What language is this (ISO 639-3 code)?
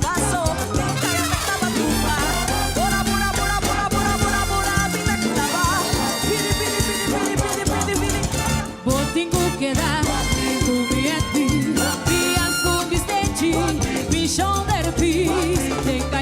pap